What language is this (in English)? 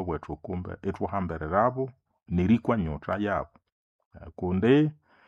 Nande